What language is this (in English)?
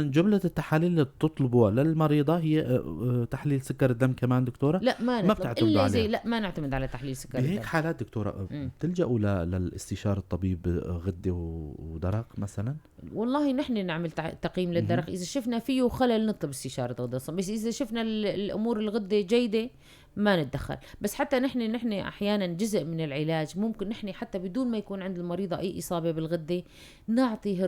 North Levantine Arabic